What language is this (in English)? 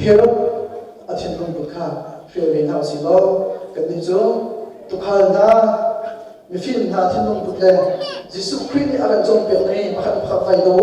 Hakha Chin